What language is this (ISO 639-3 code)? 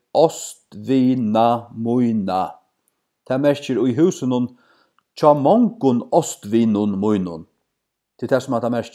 fao